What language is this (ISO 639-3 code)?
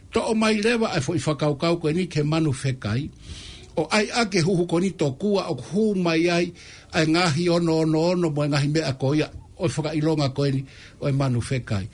ton